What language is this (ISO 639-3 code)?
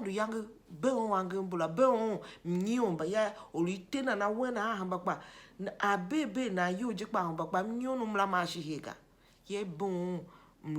tiv